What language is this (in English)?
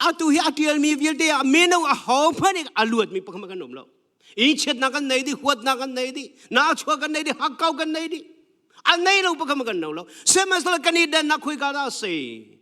Hakha Chin